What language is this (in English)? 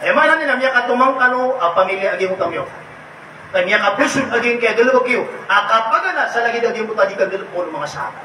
Maranao